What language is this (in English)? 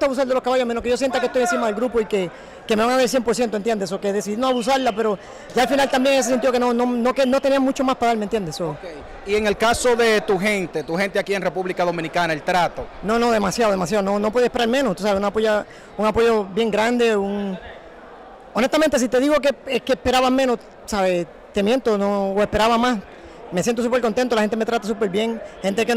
Spanish